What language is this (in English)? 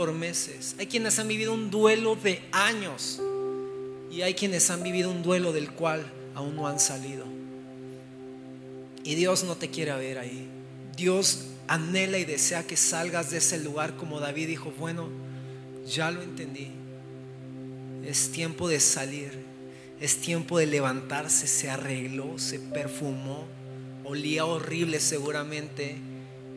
Spanish